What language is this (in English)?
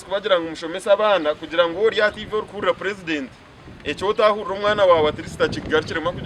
Nyankole